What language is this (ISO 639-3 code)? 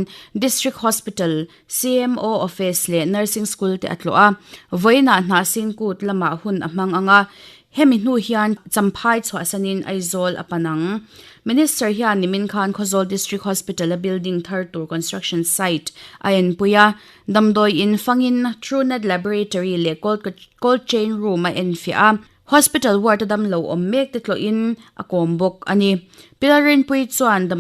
lus